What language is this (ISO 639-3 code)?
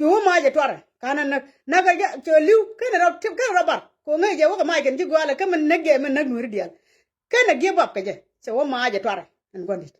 nus